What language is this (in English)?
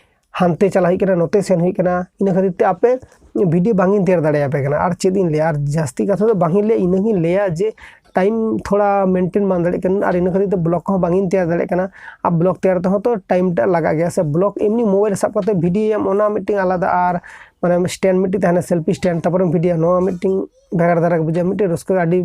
Santali